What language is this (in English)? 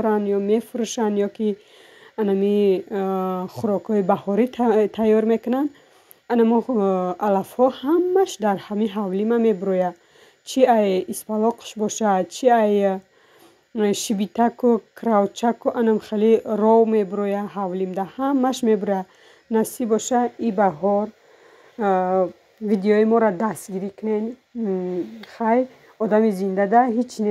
Tajik